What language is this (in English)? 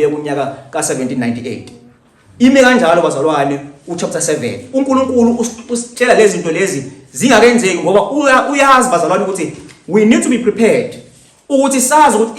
Zulu